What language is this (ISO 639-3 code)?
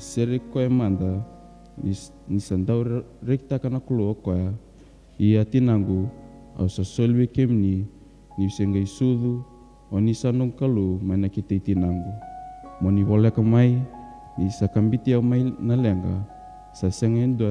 fij